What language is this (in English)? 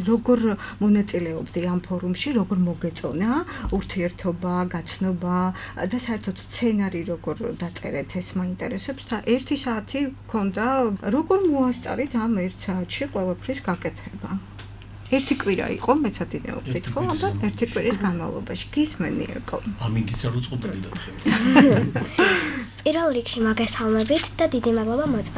Georgian